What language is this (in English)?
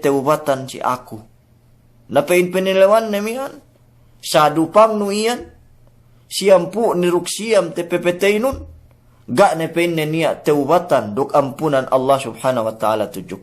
Yakan